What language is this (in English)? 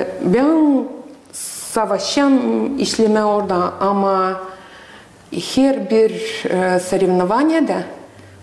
Gagauz